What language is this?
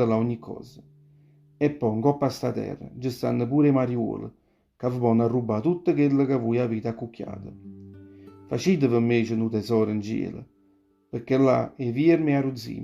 Neapolitan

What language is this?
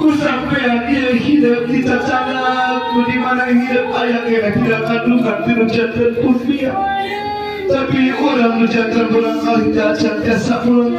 Sundanese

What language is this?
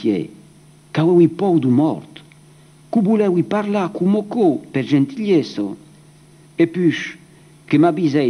Occitan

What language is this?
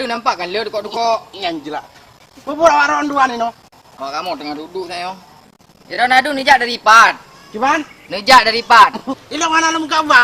Achinese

